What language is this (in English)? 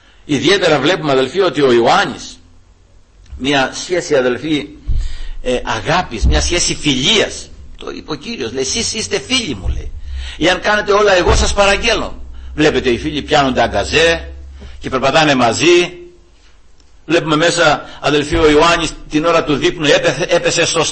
Greek